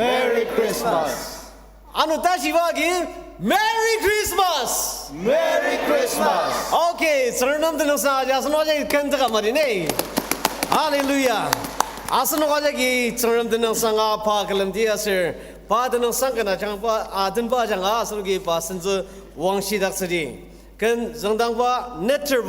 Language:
Ao Naga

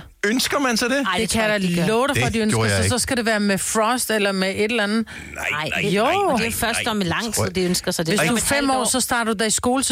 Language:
Danish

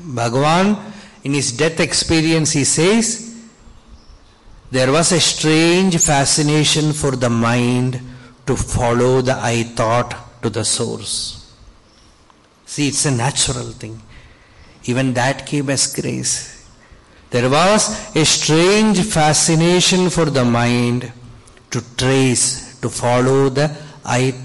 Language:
English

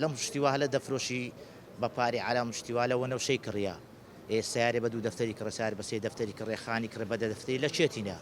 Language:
Central Kurdish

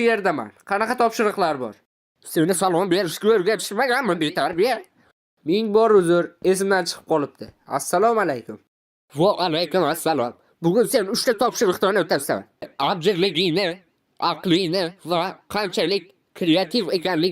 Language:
Uzbek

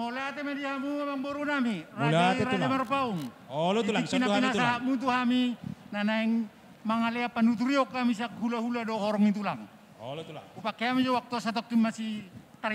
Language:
Batak Toba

